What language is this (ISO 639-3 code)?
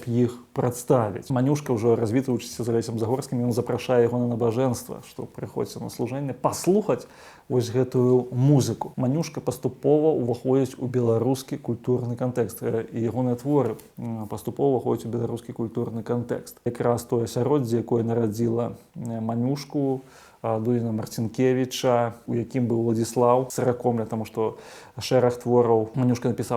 bel